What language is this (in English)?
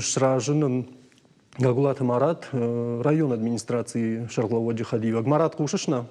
Ossetic